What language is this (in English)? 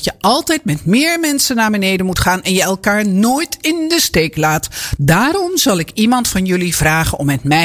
Dutch